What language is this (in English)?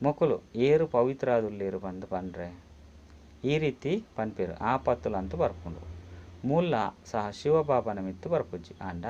Tulu